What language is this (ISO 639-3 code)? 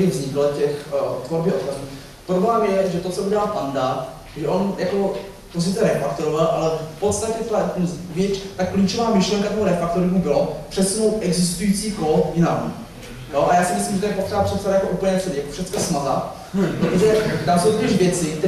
ces